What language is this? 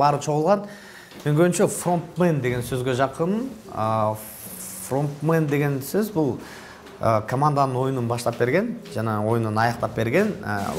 Kyrgyz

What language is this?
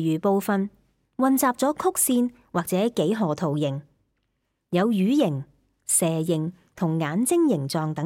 Cantonese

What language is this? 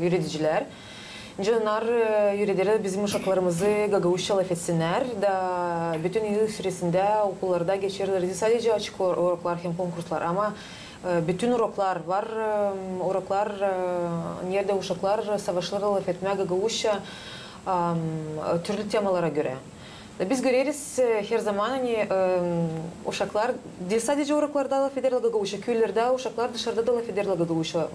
Gagauz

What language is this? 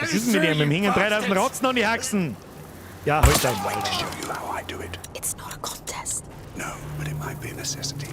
Bavarian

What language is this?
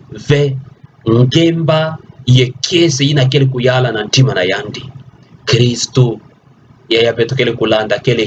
Kituba (Democratic Republic of Congo)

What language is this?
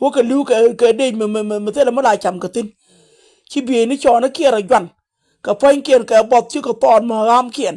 Nuer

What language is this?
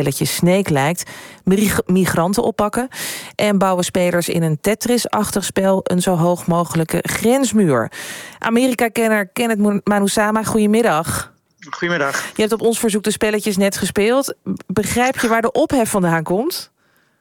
Dutch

